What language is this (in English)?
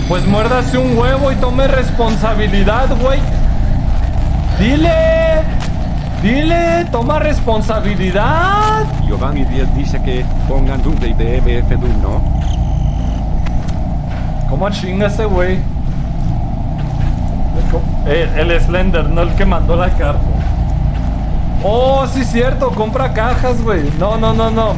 Spanish